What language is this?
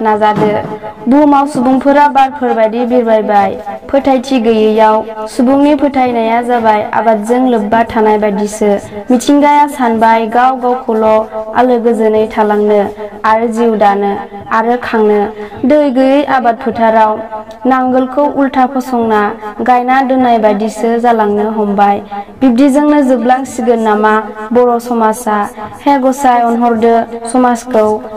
Bodo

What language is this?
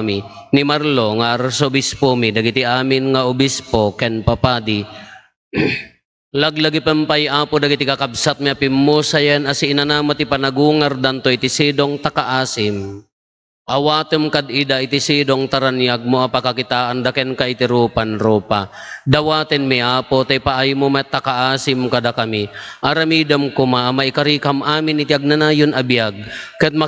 Iloko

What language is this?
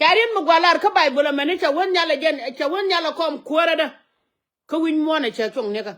Nuer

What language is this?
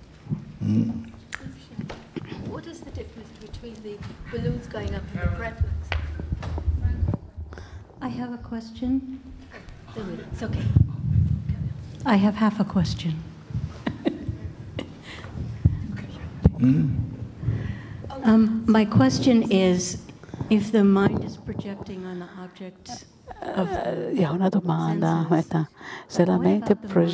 Italian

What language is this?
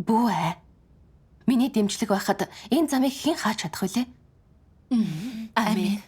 Mongolian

